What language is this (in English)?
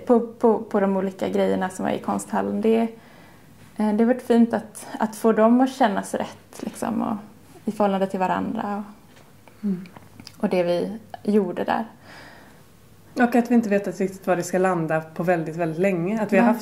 Swedish